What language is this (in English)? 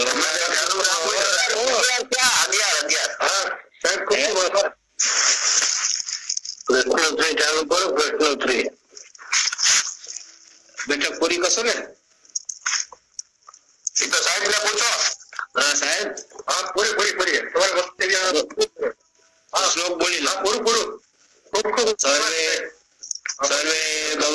Gujarati